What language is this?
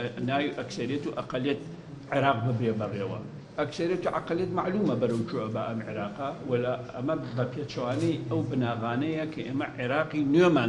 Central Kurdish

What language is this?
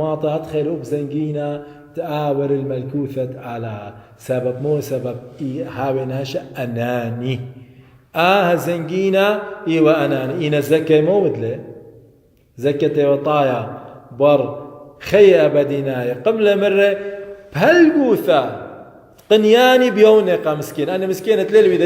Assyrian Neo-Aramaic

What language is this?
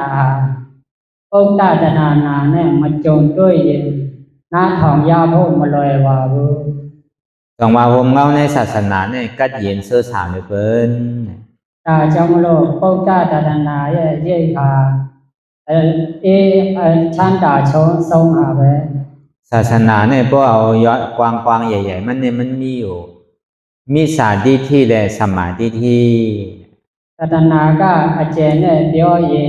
Shan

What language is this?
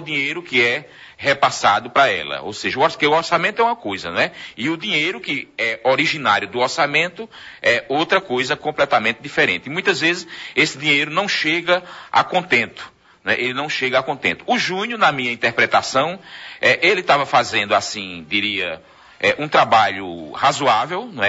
Portuguese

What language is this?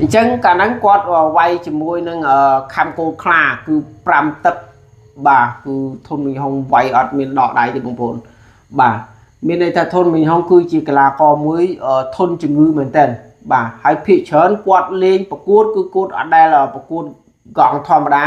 Khmer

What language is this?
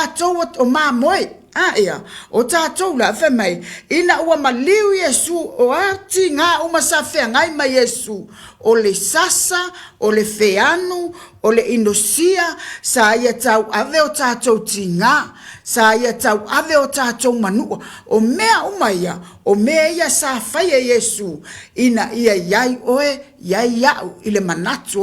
Samoan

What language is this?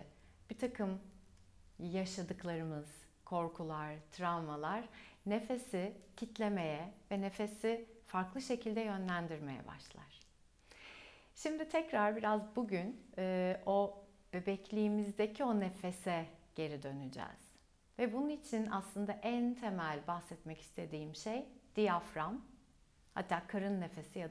Turkish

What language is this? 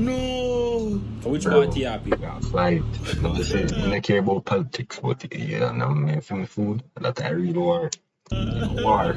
Jamaican Creole English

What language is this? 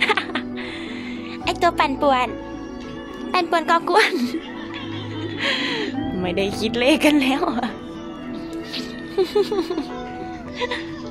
Thai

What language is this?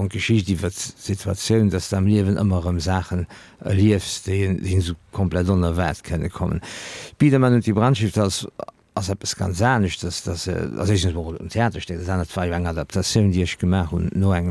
Luxembourgish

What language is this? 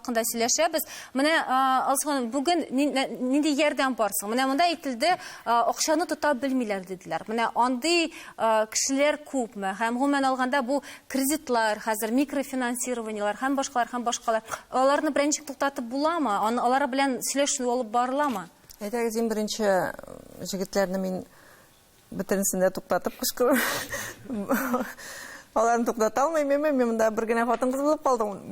Tatar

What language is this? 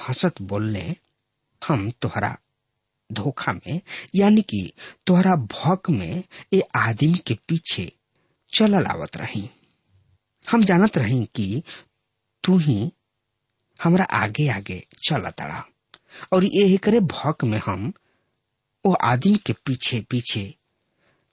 Bhojpuri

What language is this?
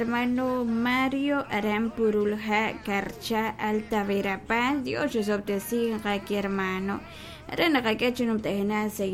Kekchí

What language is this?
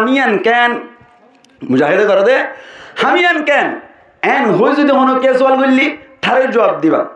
Rohingya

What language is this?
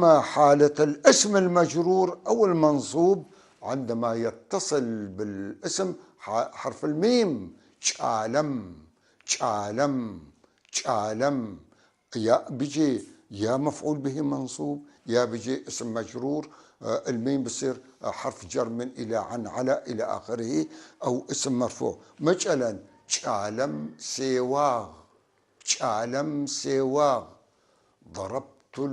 North Levantine Arabic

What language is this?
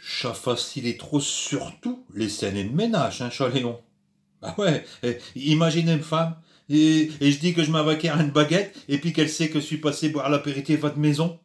Picard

